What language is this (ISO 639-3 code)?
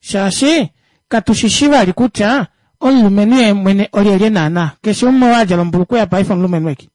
kua